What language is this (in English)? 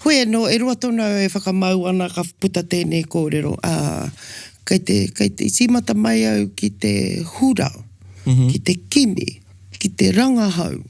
Māori